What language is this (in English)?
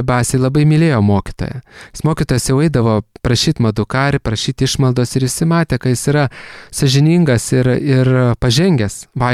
Lithuanian